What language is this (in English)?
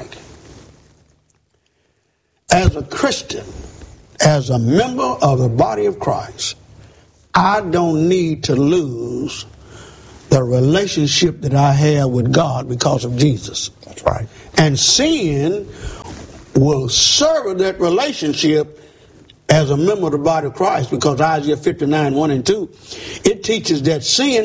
English